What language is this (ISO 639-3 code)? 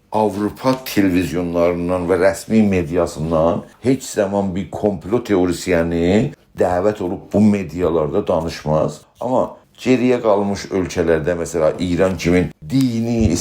azb